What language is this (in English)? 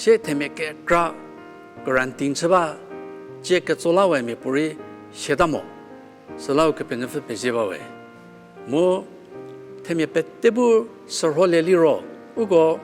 Angami Naga